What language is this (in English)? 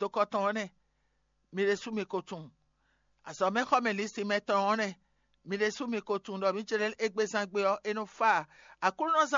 Fon